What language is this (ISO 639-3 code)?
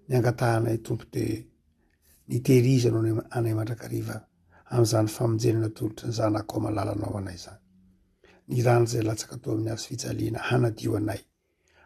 mlg